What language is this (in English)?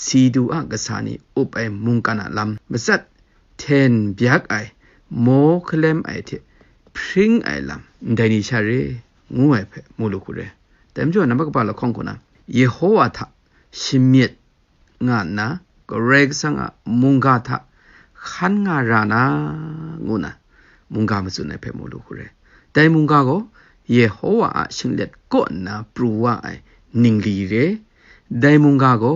Kachin